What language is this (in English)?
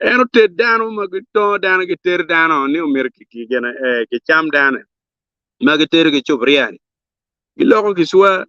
Acoli